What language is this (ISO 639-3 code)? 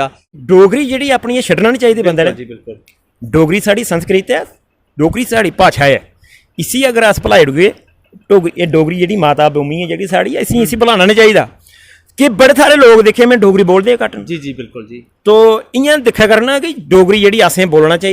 doi